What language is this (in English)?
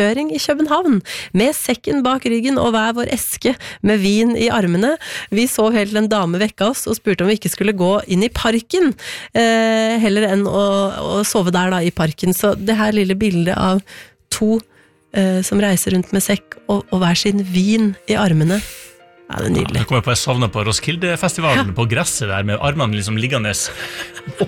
Norwegian